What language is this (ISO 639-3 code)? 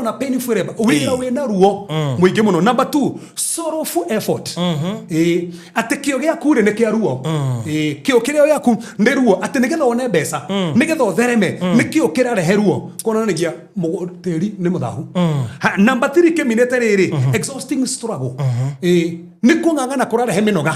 kik